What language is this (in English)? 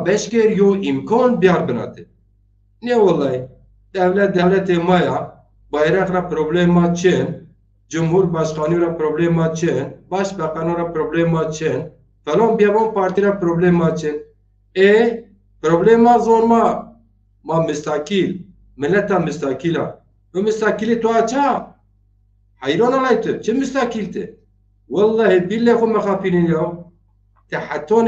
Zaza